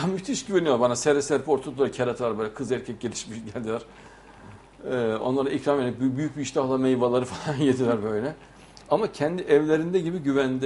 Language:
Turkish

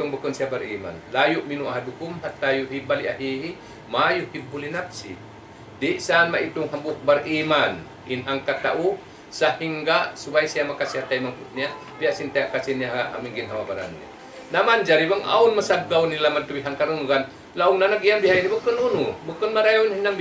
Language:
Tausug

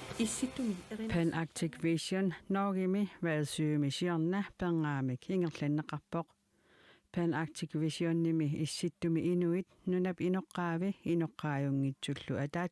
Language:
Kalaallisut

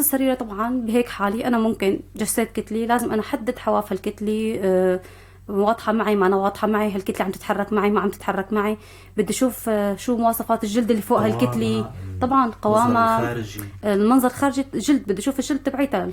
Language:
North Levantine Arabic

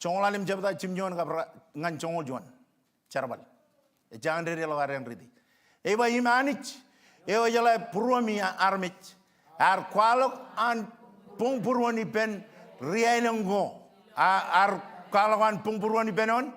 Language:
Marshallese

